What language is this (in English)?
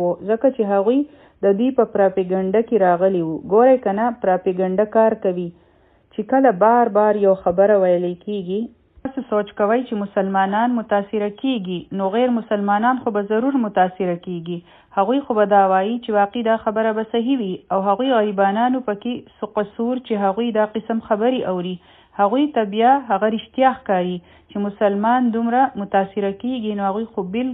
Pashto